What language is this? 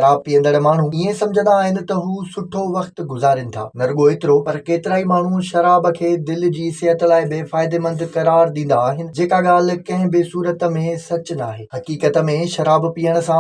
Sindhi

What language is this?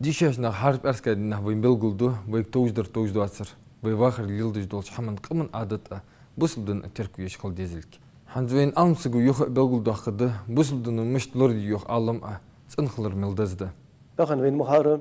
Ingush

